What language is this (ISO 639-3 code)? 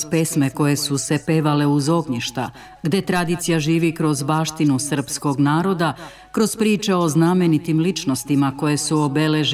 srp